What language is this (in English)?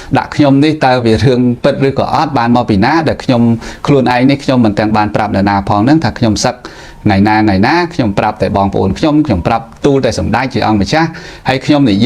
Khmer